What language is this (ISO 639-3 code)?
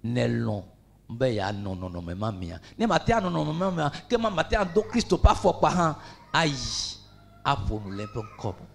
ewe